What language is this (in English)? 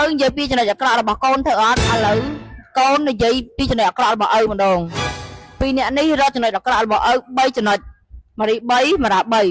Khmer